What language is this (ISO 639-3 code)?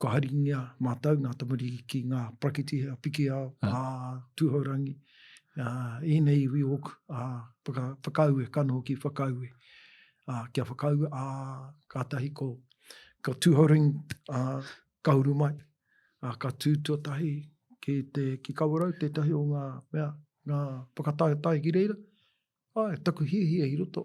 mri